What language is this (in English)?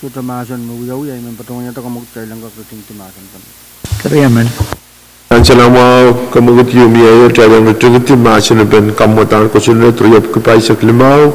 Pohnpeian